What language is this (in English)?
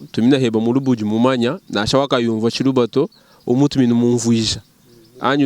Luba-Lulua